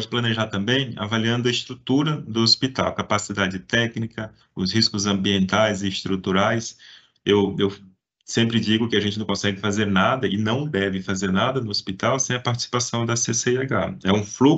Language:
Portuguese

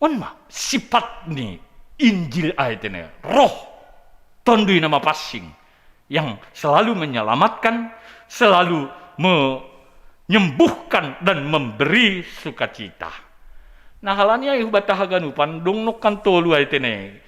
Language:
Batak Simalungun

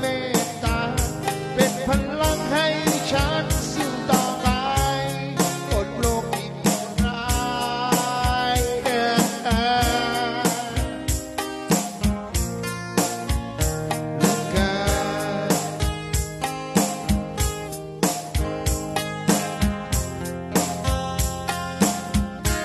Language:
Thai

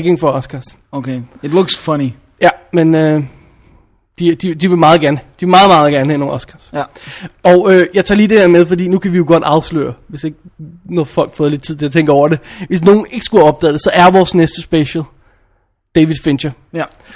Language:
Danish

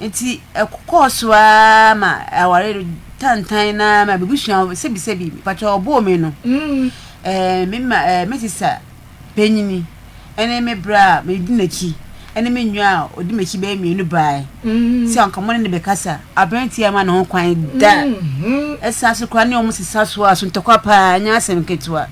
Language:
Akan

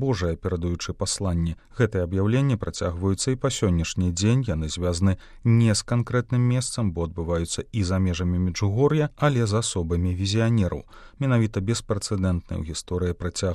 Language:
Belarusian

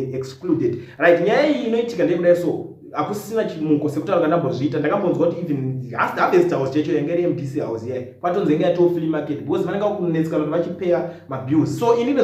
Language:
Shona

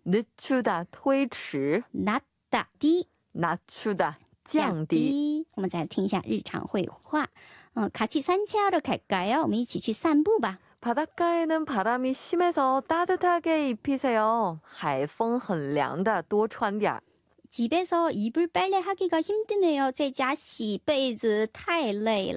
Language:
Korean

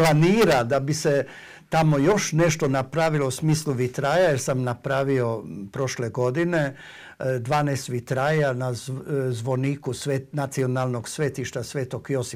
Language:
Croatian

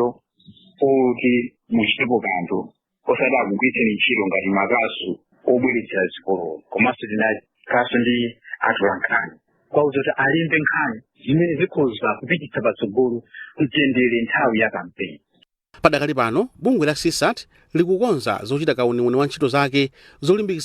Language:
Nyanja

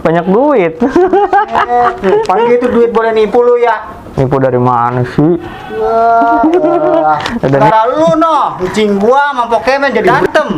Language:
Betawi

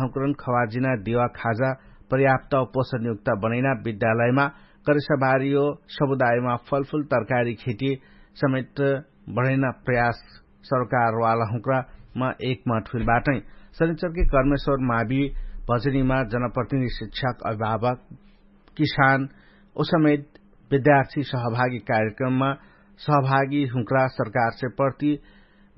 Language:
Dangaura Tharu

